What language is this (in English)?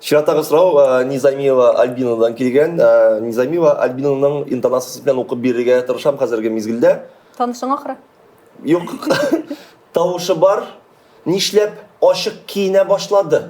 Tatar